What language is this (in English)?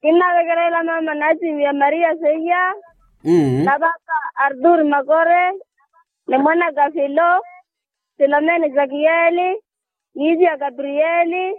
Makhuwa